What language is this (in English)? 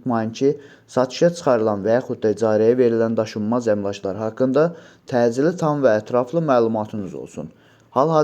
Azerbaijani